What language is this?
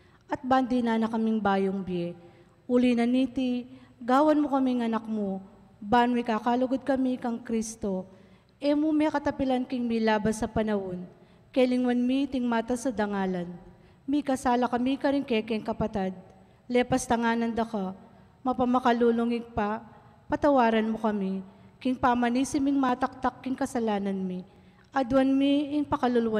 Pampanga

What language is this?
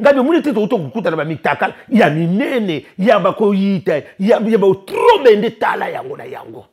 Lingala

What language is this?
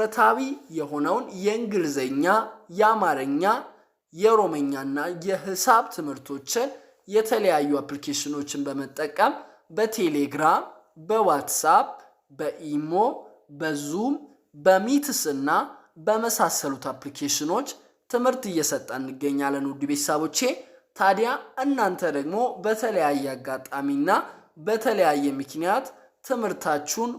Amharic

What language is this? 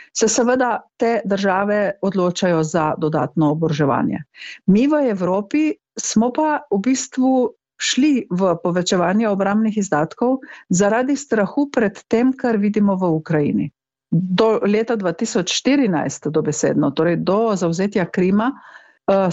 Slovenian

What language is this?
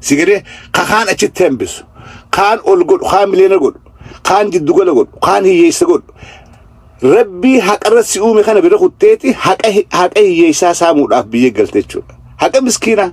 Oromo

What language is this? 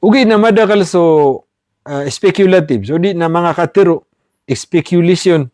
Maranao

